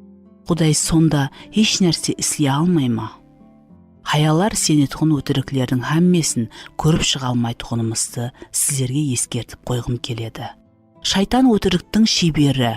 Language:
Kara-Kalpak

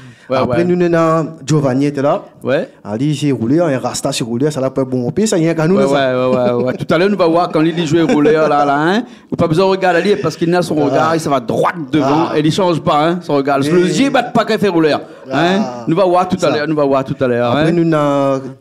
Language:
Réunion Creole French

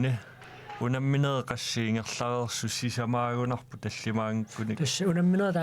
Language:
Kalaallisut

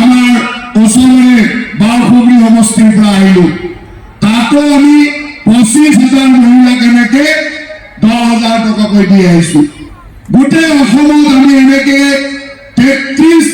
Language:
Assamese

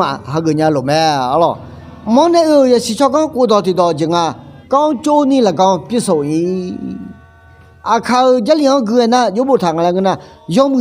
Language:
Akha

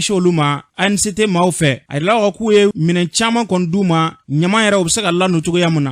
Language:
Bambara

